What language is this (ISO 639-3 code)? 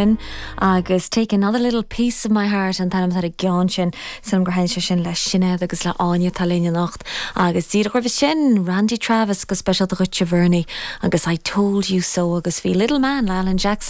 gle